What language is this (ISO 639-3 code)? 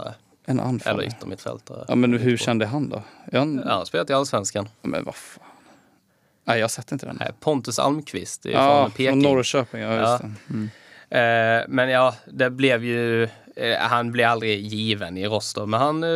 swe